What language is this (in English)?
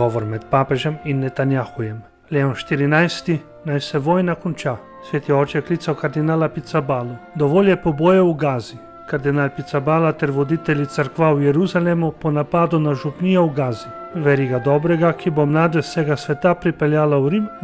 Slovenian